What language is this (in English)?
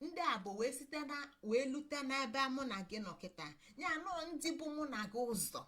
Igbo